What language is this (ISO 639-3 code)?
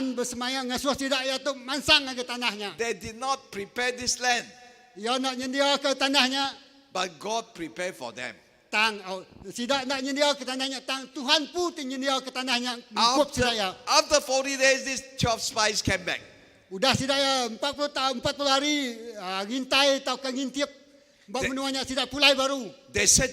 iba